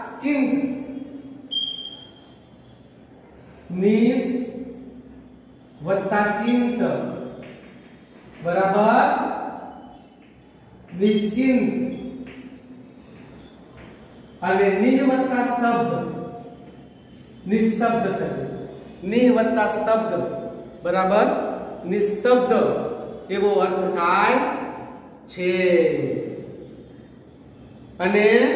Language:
Gujarati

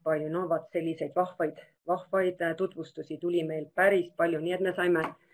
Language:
Estonian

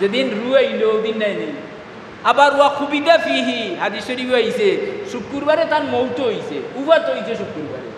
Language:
Sylheti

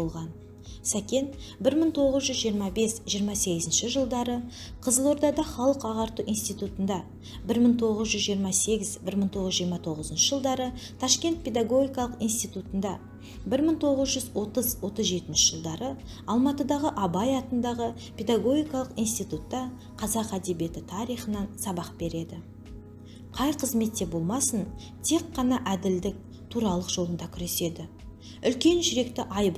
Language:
Kazakh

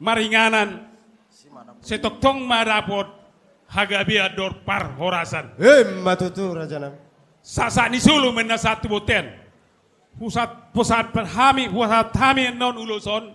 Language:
Batak Toba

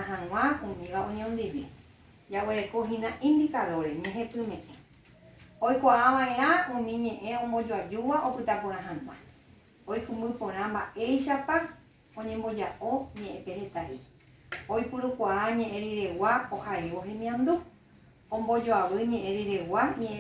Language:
Guarani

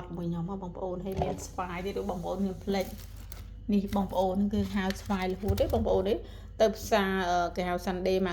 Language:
Khmer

